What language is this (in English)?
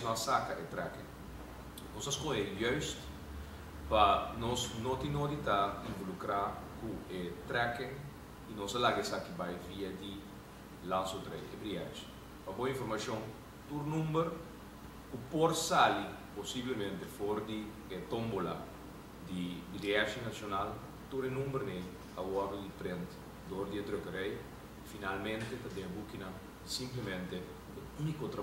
Papiamento